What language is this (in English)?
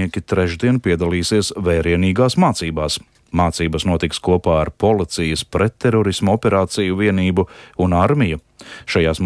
Latvian